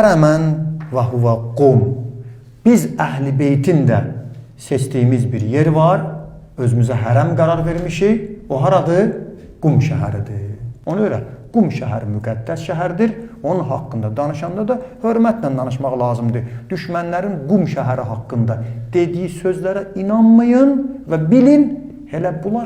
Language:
Azerbaijani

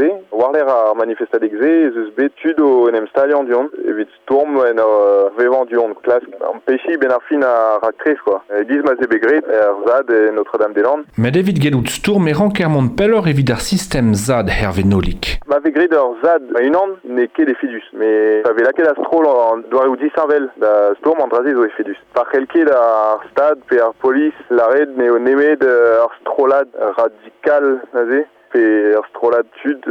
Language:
Breton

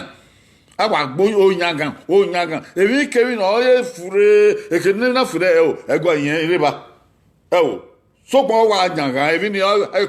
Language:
Bini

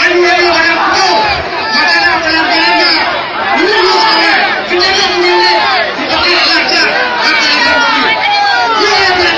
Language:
Achinese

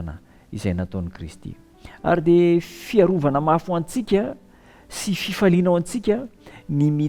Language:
Malagasy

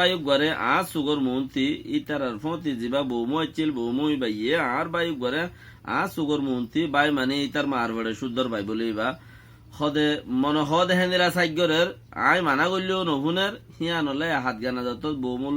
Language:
Rohingya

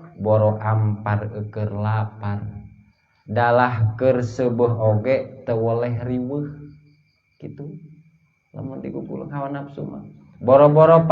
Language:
Sundanese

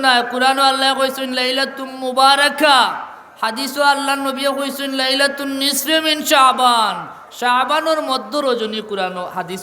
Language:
Sylheti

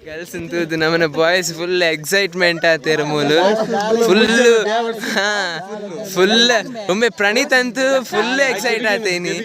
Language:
Tulu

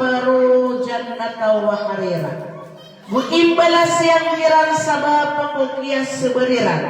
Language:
Maranao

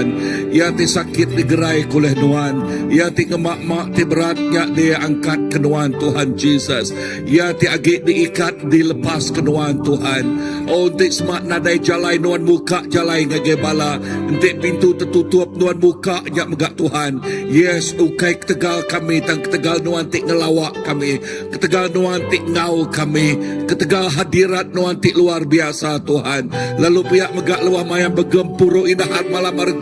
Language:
Iban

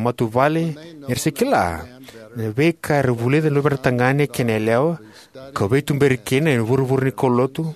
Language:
Fijian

